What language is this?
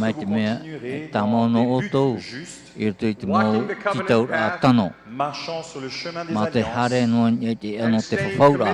Tahitian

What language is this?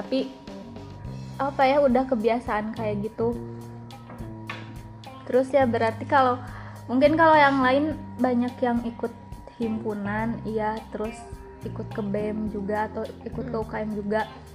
Indonesian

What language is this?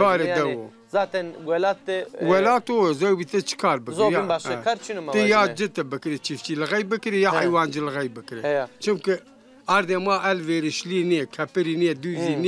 Zaza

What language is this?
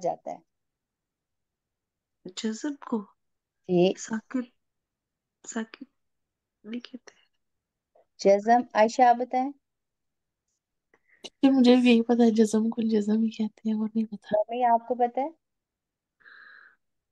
Urdu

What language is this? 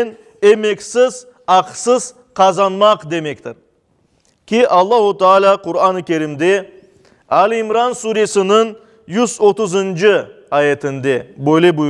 Crimean Tatar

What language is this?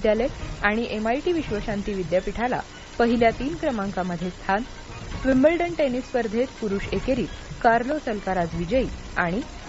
Marathi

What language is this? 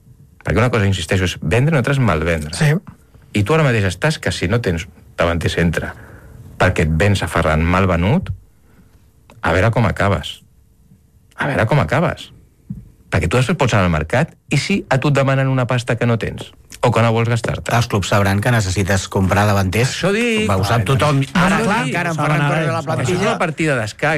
Catalan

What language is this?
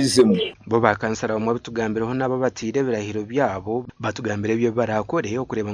Nyankole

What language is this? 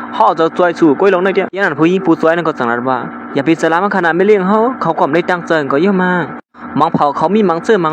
Shan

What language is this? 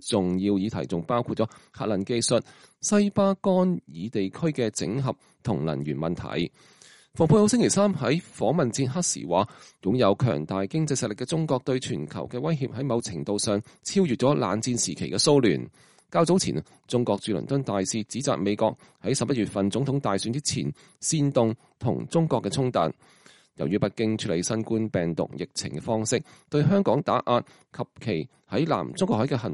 Cantonese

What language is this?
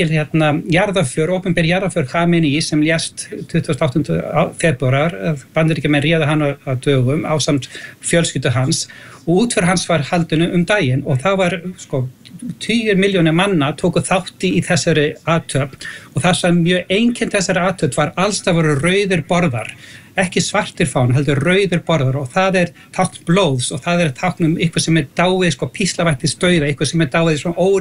Icelandic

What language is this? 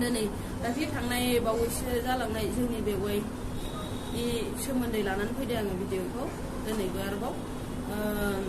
Bodo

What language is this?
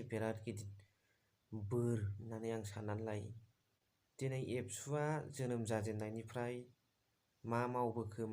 Bodo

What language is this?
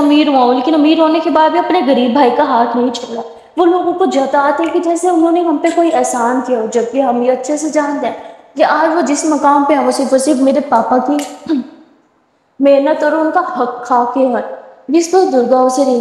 Urdu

